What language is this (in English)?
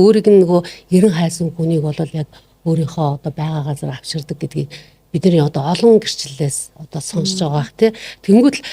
Mongolian